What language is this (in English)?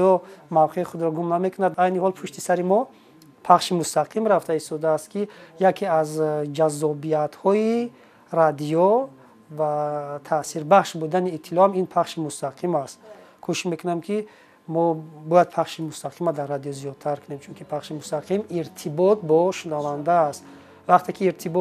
Tajik